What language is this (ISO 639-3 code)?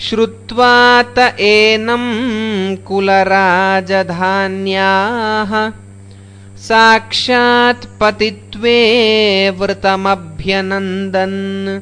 san